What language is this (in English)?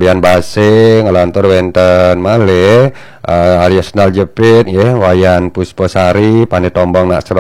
Balinese